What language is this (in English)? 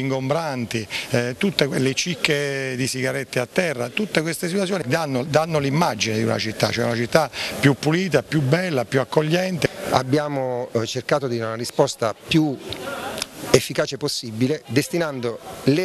Italian